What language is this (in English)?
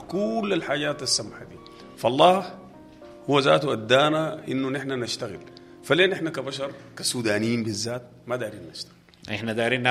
Sudanese Arabic